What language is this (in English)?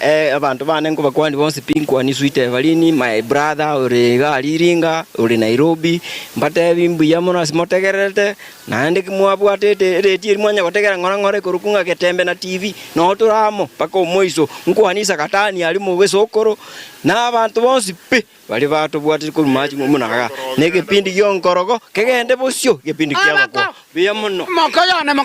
Gusii